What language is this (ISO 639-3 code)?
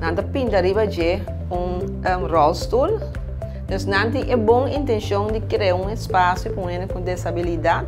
pap